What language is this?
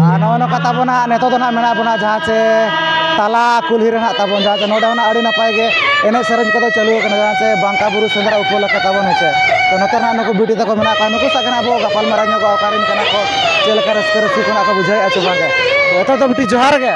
Santali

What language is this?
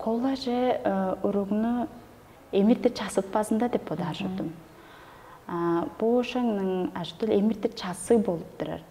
Tuvinian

